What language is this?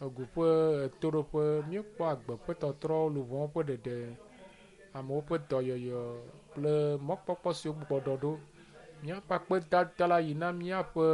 Ewe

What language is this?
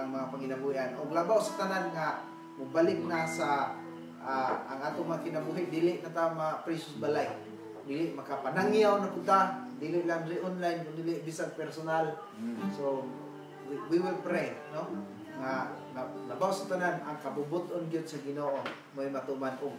Cebuano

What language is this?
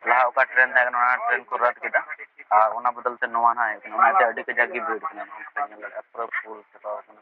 Santali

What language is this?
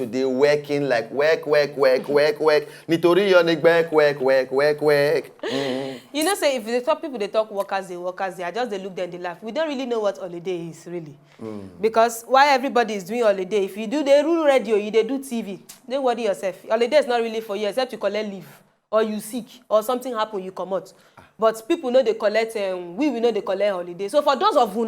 Nigerian Pidgin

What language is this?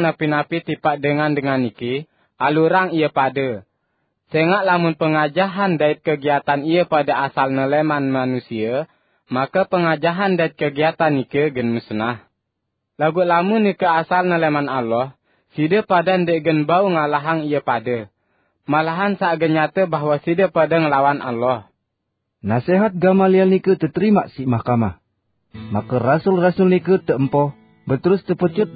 Sasak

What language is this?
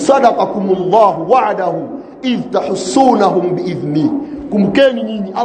Swahili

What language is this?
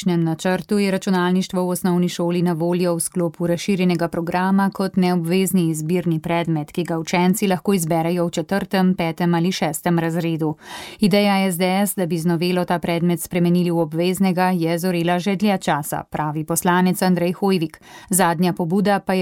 Slovenian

